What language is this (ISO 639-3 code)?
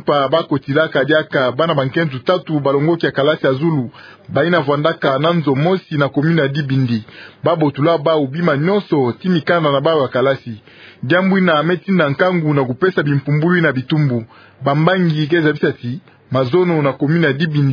ktu